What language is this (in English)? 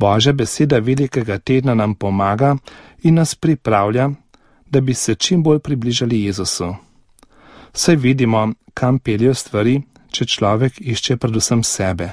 Slovenian